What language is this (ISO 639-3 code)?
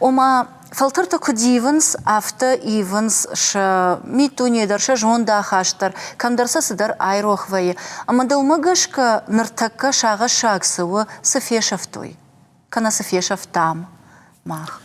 oss